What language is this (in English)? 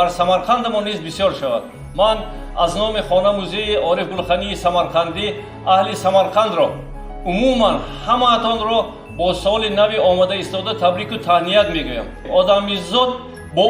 Tajik